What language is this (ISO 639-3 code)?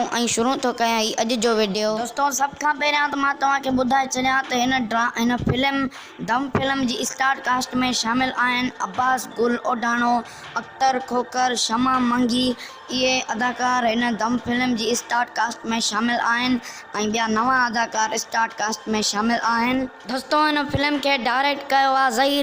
snd